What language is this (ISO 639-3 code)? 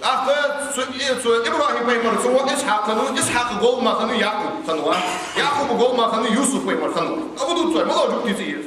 inh